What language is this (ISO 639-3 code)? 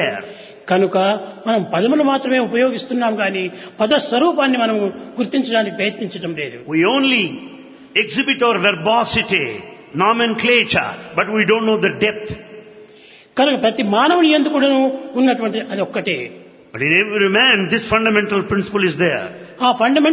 tel